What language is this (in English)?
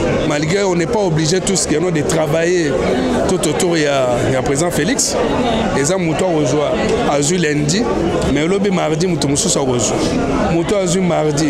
Lingala